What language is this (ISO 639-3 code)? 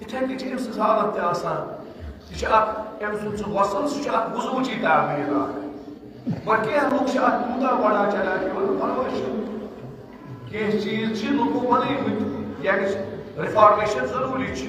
kas